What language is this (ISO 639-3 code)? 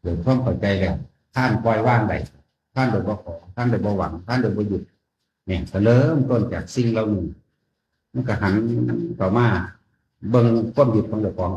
tts